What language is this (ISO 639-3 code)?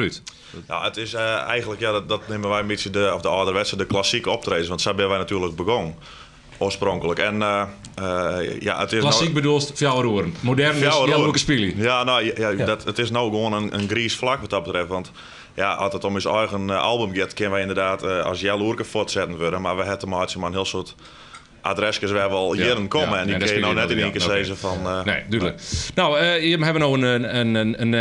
fry